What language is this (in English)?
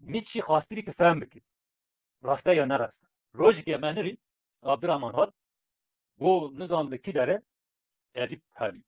Kurdish